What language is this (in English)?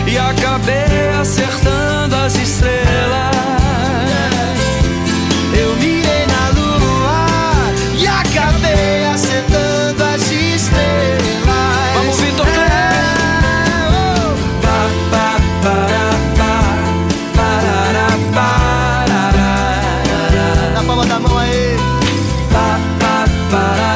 Portuguese